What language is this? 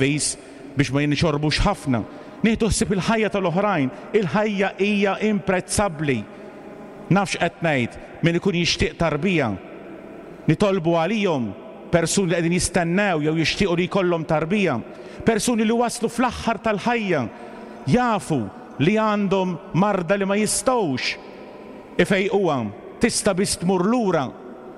Maltese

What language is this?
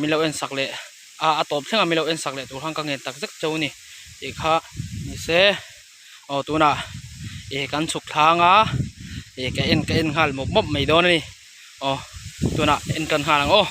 Mizo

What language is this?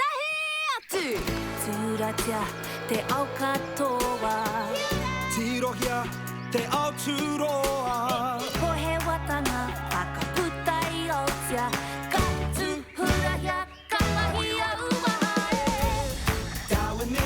Māori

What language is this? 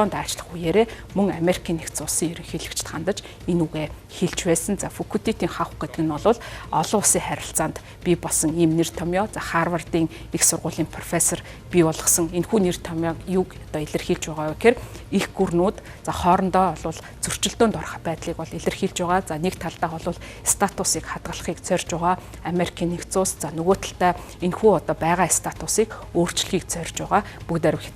Mongolian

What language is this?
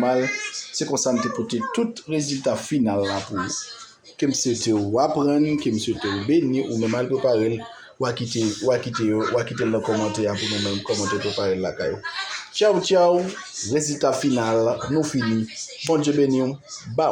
Haitian Creole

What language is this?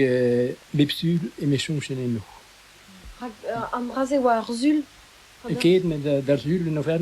Breton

